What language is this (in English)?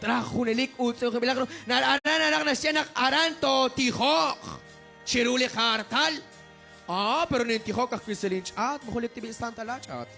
Kekchí